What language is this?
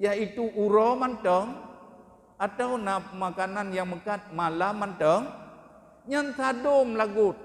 Achinese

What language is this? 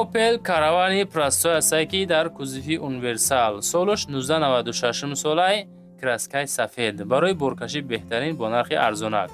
Tajik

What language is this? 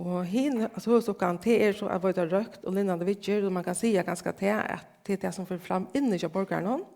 Faroese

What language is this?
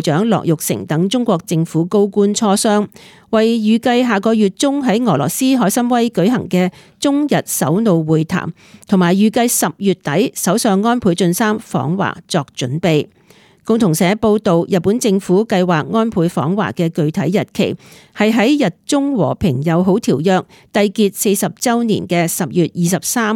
Cantonese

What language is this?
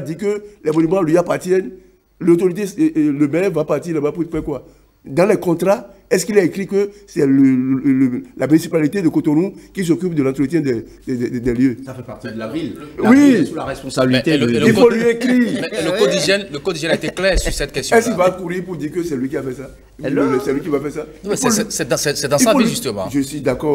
French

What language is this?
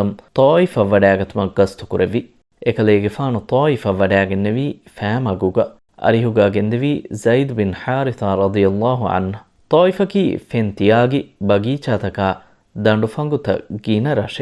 Divehi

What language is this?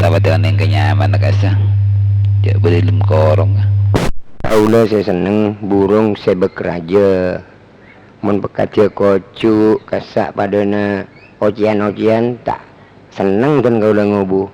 Madurese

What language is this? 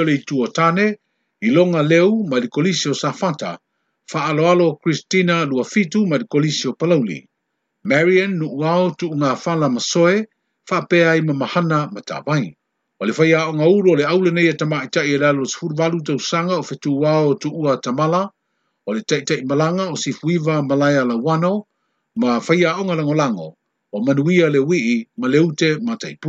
Samoan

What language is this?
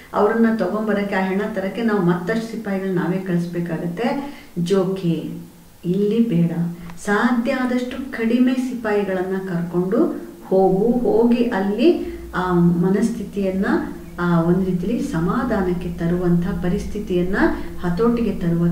Kannada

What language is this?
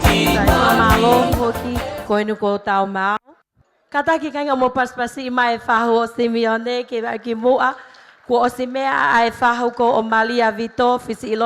Tongan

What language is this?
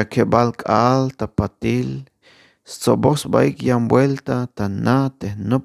Tzeltal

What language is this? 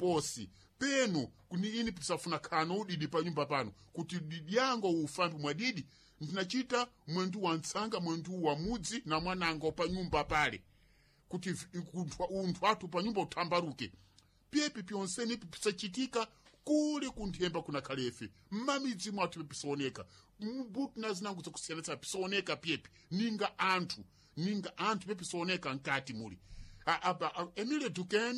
Sena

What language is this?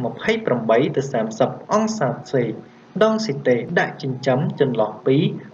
Khmer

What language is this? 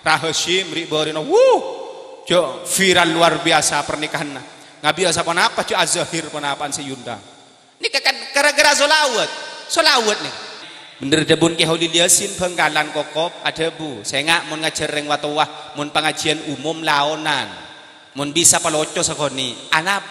Madurese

